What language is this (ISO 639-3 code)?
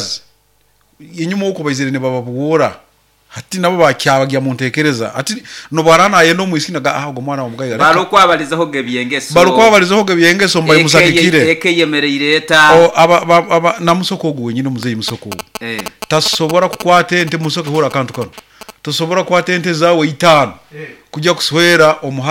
nyo